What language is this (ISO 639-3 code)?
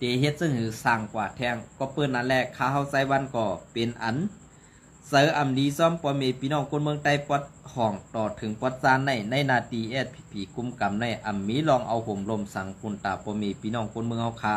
shn